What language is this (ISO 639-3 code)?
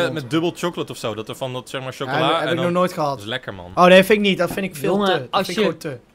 nld